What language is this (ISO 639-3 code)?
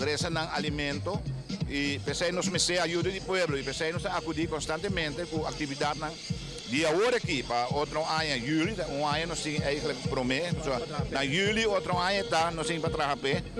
pap